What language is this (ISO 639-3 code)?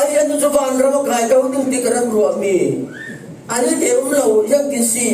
cfm